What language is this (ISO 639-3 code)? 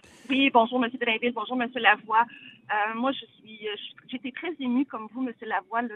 fra